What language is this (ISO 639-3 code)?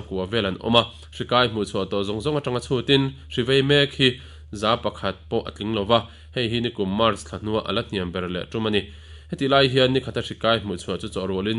lus